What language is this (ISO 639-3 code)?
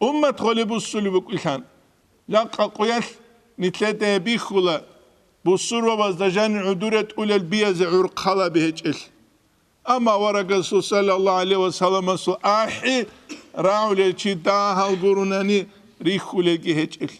ava